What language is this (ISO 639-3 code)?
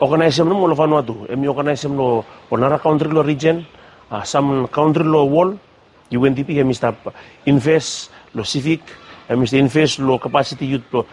bis